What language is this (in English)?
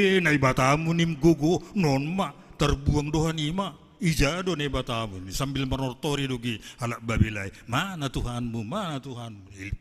Batak Simalungun